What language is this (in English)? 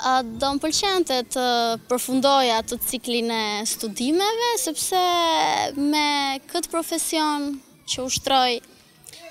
Albanian